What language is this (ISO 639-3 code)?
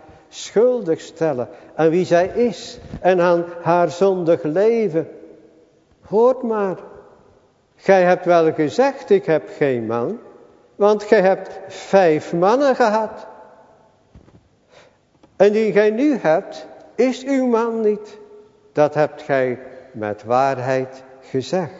nld